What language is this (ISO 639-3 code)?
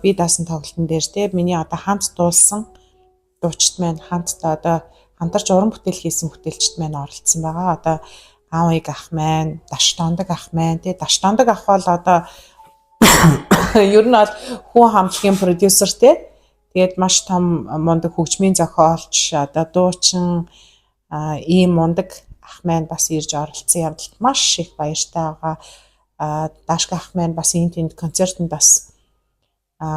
mon